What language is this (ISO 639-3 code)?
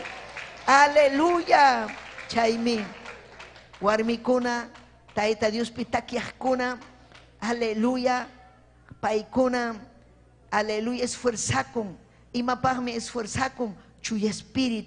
quy